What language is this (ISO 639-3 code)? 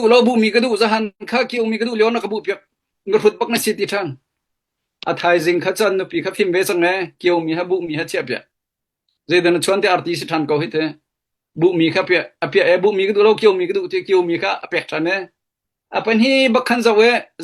cnh